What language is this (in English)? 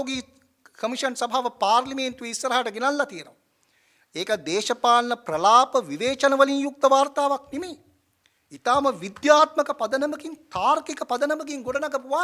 Sinhala